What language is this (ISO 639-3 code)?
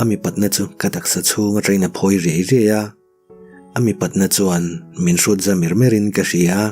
lus